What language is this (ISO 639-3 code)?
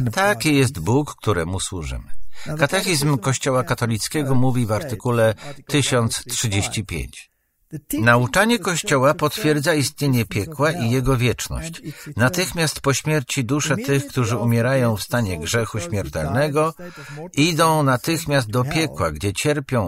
pol